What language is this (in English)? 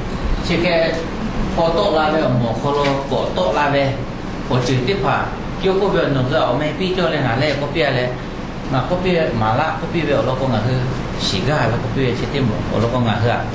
Lahu